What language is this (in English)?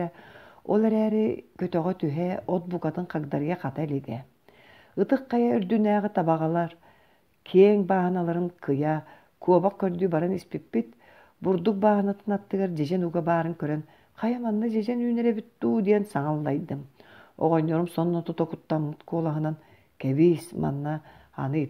Yakut